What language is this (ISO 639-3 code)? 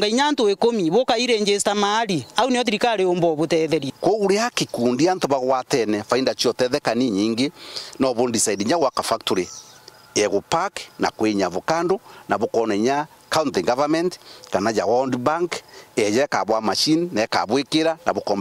mer